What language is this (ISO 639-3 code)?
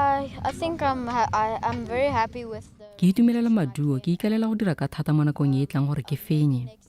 tsn